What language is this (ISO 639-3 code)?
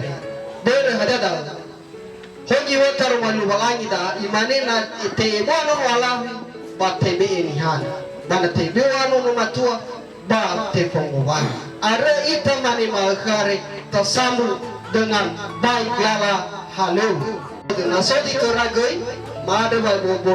nia